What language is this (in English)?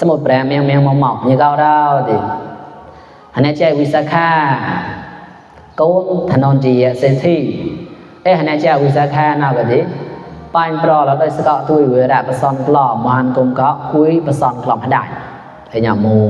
Mon